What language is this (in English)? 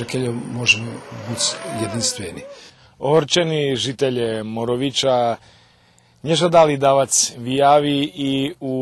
Rusyn